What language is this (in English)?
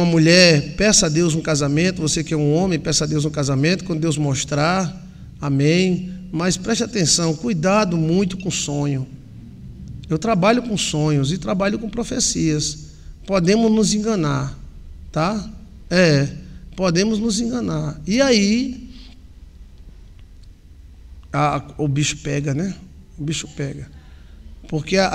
Portuguese